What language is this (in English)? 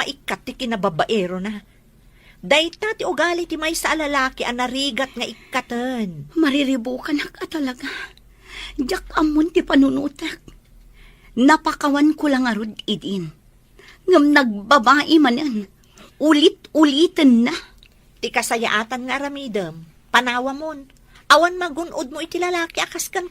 Iloko